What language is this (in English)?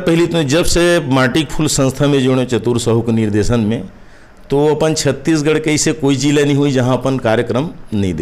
Chhattisgarhi